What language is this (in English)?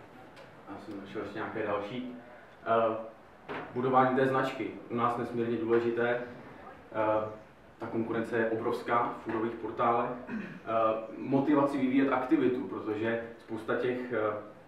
Czech